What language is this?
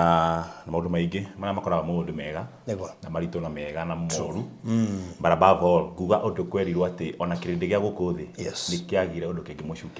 Kikuyu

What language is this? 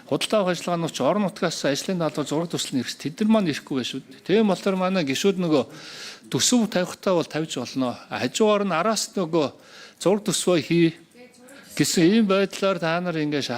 Mongolian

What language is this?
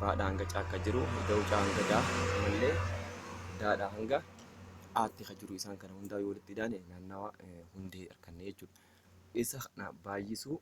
Oromo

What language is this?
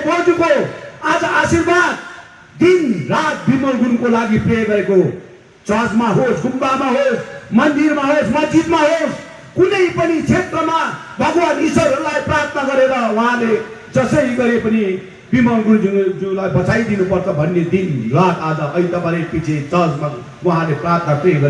Nepali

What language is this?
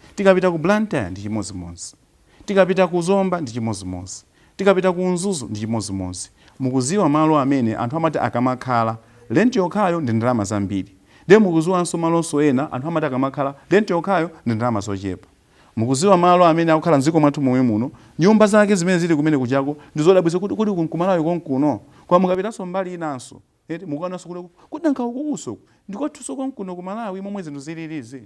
Nyanja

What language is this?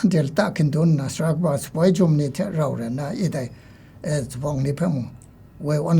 Kachin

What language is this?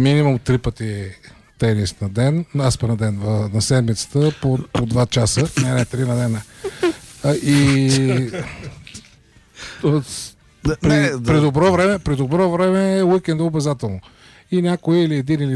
Bulgarian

